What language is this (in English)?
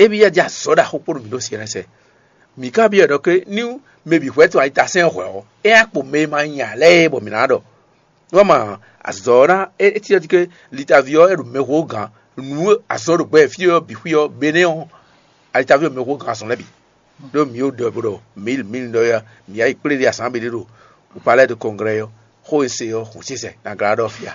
Fon